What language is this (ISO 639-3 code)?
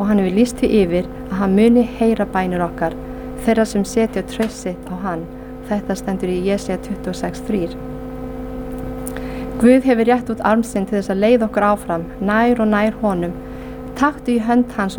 isl